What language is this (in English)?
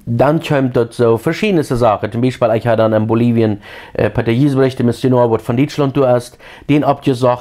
Plautdietsch